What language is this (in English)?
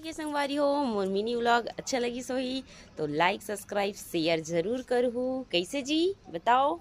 Chhattisgarhi